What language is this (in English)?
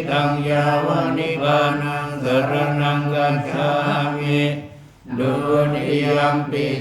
Pali